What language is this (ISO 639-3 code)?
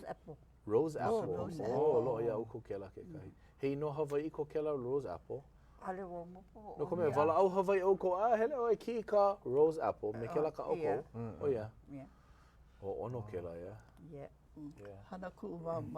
haw